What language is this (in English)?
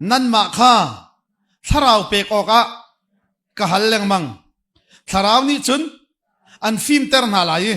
Hakha Chin